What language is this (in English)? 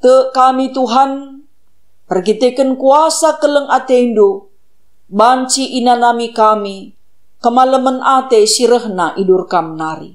Batak Karo